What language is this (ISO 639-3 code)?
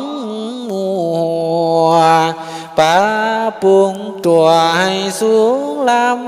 lao